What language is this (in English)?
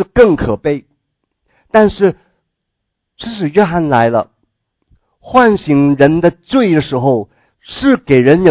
Chinese